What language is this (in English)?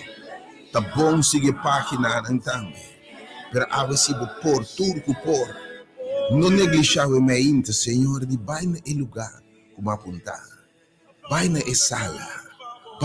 Papiamento